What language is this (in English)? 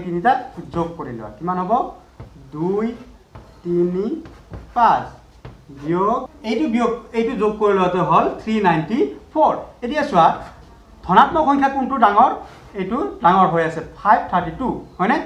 Assamese